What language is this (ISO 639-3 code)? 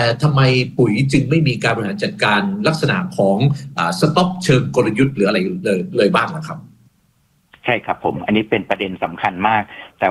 tha